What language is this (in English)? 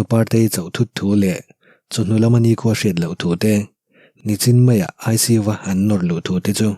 Mizo